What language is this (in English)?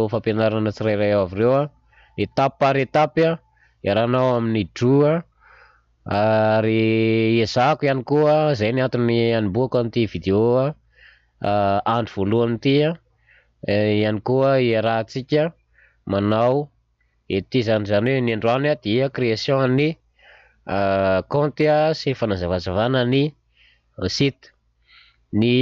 Malagasy